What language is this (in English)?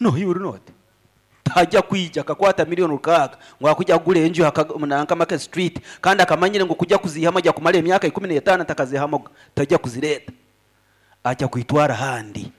Nyankole